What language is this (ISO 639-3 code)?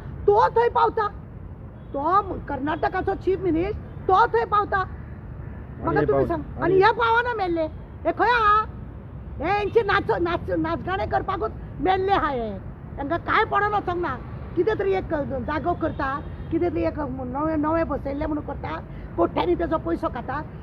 kok